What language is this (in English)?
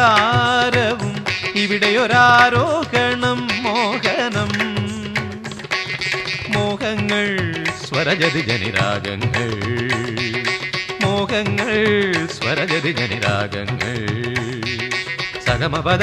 Malayalam